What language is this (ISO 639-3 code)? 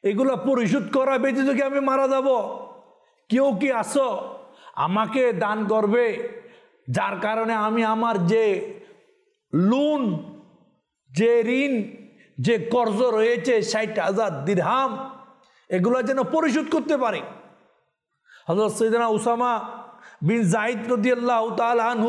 ben